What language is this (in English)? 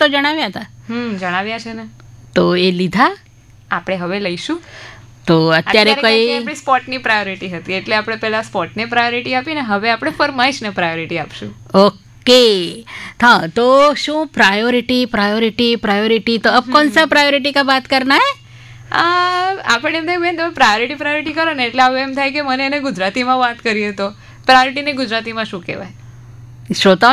Gujarati